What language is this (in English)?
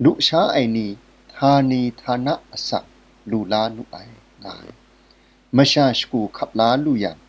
Kachin